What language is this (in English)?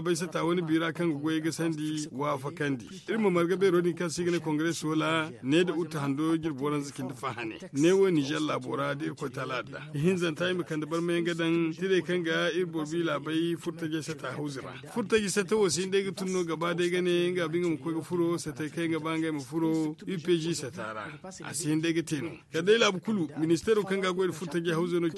Zarma